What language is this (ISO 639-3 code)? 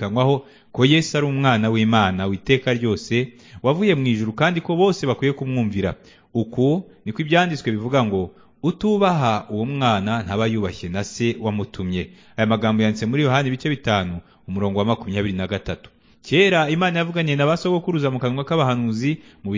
kin